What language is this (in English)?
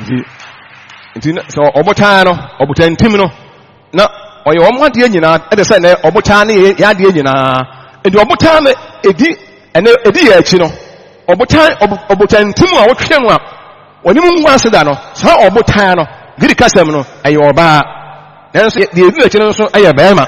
Akan